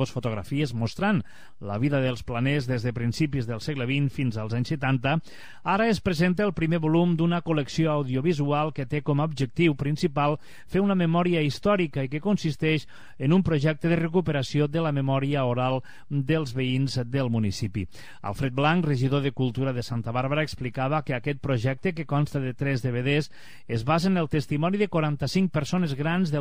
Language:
Catalan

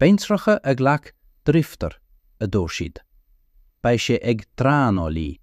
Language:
Irish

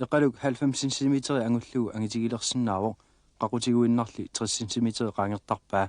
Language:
Kalaallisut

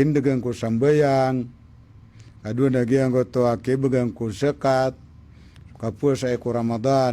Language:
Maranao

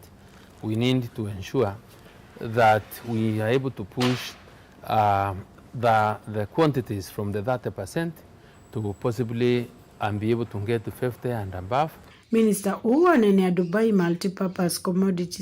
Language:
Kamba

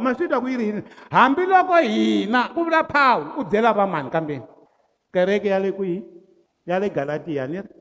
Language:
Tsonga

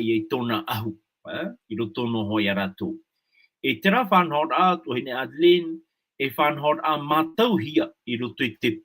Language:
Tahitian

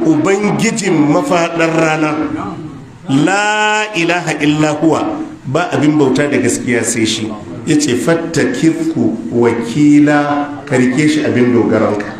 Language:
Hausa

